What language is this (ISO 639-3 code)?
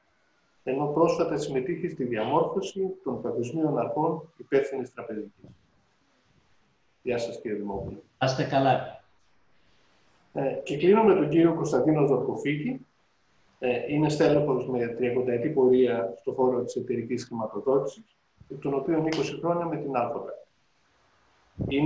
ell